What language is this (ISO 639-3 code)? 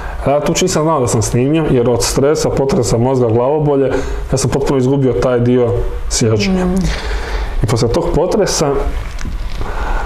hrv